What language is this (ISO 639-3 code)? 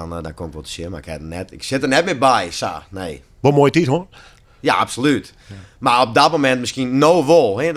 fry